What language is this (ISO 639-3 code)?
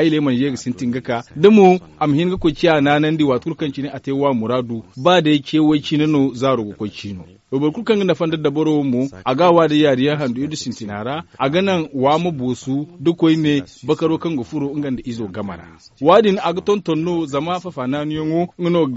dje